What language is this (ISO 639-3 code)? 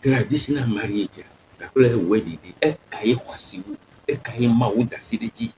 ewe